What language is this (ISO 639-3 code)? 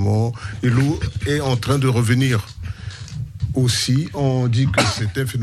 fra